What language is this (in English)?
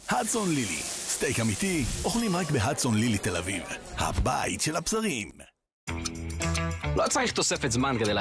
Hebrew